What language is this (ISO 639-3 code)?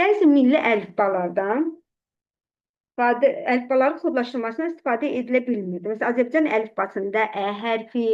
aze